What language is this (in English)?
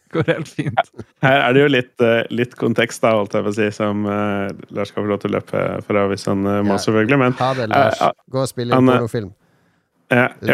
Norwegian